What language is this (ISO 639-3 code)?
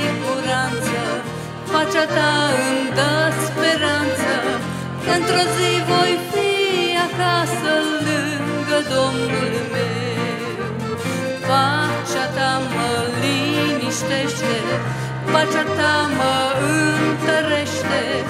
ron